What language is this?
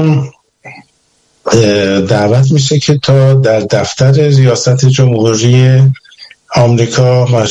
Persian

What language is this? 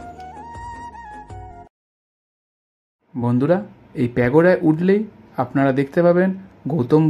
Bangla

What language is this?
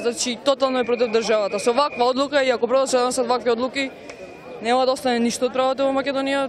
Macedonian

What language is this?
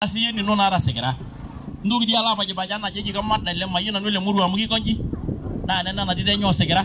Masai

